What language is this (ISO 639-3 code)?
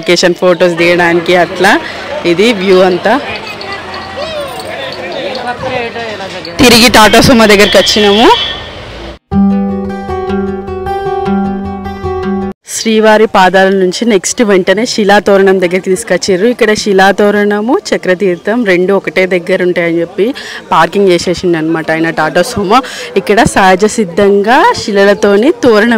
tel